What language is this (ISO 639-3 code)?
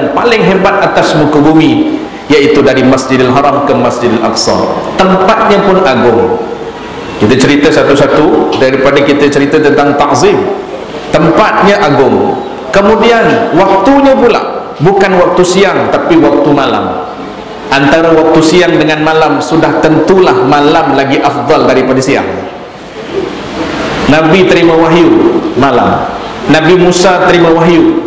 msa